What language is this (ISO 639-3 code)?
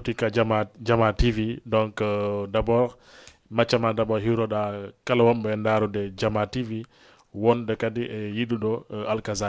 ful